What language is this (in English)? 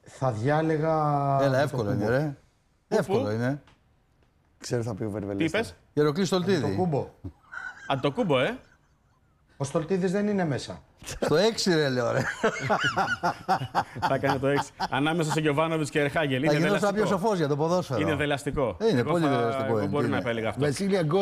Greek